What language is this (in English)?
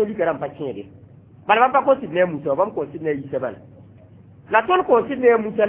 Mossi